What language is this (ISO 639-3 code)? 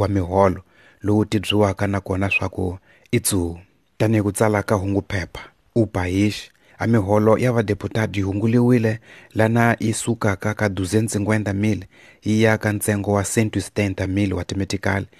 tso